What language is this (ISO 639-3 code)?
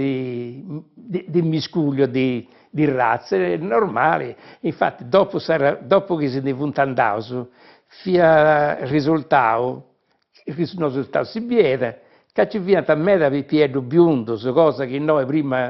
srd